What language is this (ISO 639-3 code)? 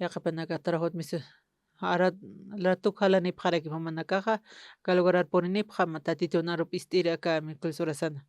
aym